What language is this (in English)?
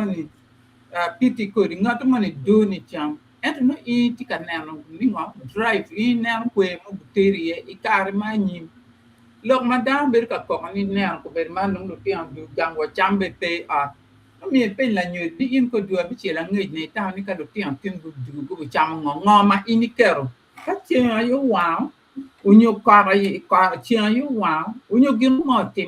Acoli